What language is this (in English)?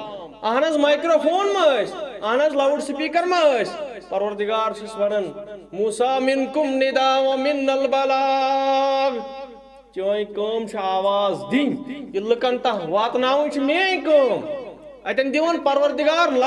Kashmiri